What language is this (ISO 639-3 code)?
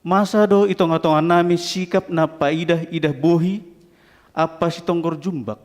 bts